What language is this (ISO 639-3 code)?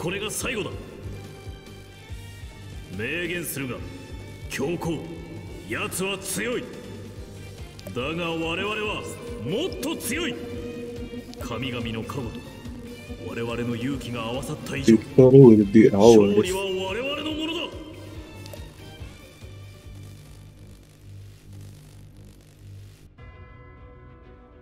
jpn